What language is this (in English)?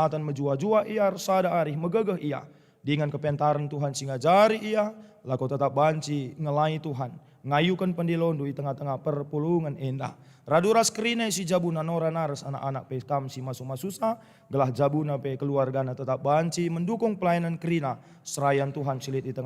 Batak Karo